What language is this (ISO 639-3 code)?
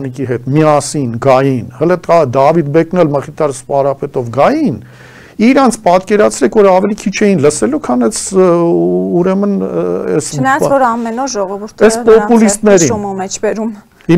hye